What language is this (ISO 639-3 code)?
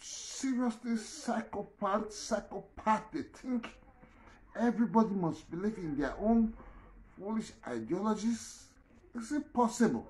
pcm